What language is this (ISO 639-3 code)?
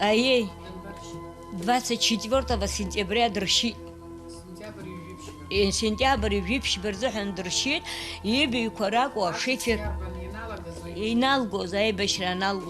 abk